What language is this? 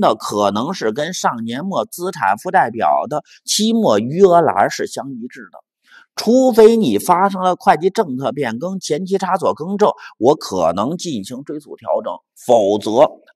Chinese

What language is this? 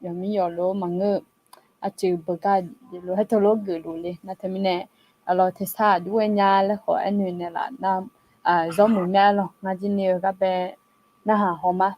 Akha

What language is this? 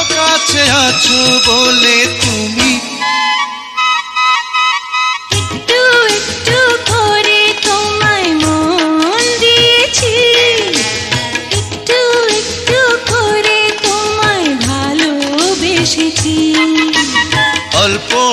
Bangla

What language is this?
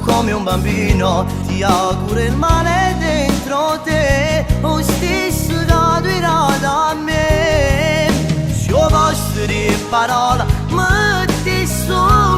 Neapolitan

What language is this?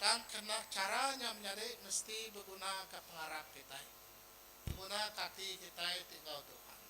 Iban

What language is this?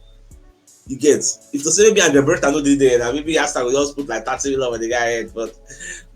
Nigerian Pidgin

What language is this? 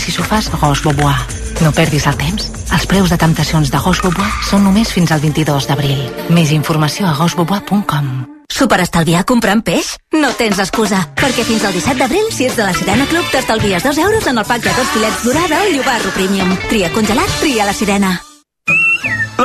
Catalan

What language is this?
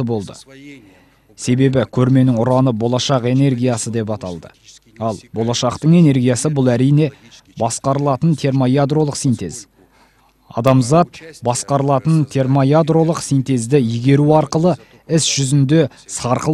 Kazakh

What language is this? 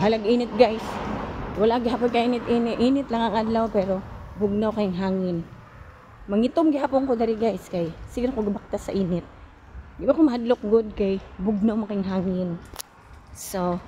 Cebuano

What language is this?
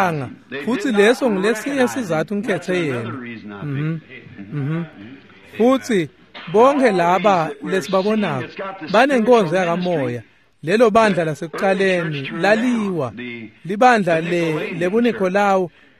Swati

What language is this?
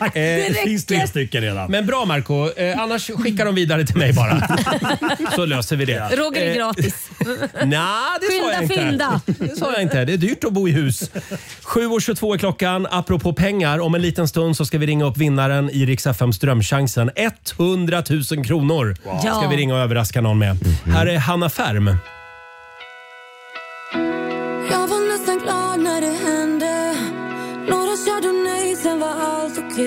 Swedish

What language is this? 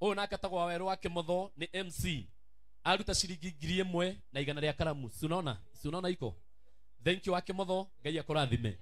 Kikuyu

